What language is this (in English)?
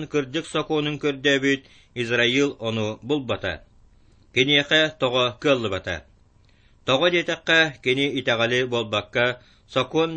Yakut